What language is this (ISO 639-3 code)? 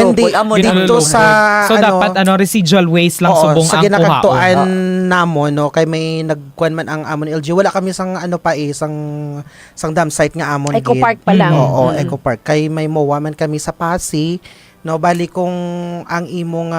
hil